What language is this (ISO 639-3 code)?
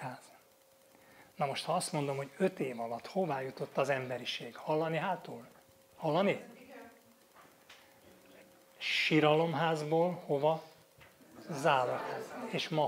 hun